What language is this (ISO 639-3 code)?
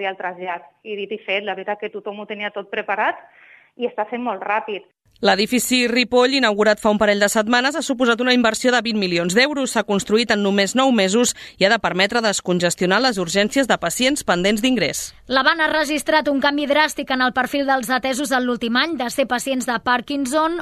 cat